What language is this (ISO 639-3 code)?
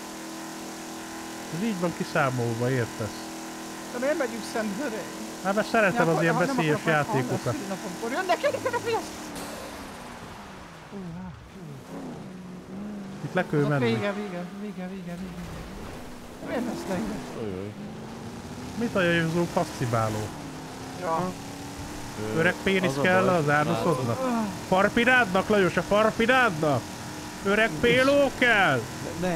hun